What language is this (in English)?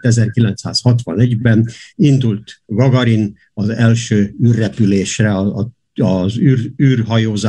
Hungarian